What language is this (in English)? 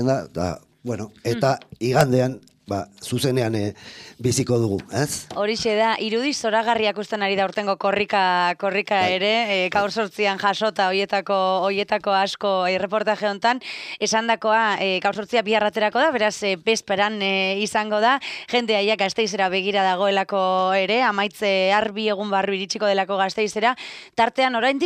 Basque